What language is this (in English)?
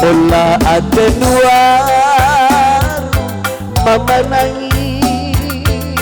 Batak Karo